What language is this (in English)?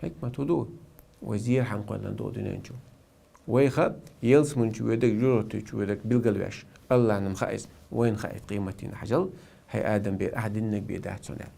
Chechen